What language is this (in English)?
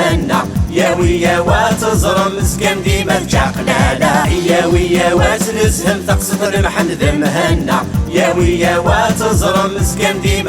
Kabyle